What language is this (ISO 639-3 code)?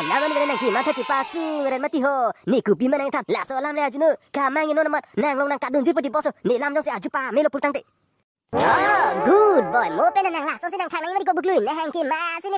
mjw